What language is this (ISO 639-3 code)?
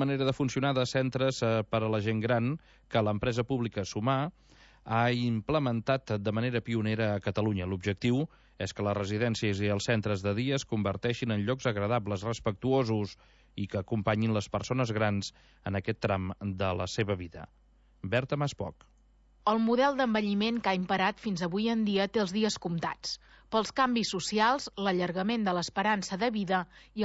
cat